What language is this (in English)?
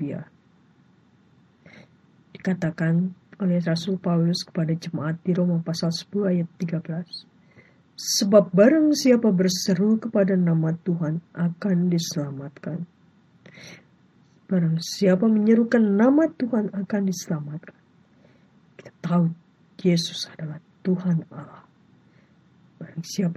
Indonesian